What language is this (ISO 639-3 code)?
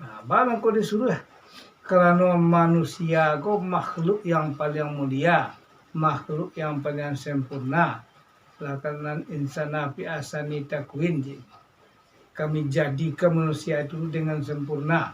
min